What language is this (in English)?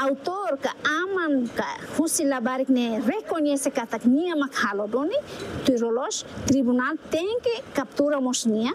Tetum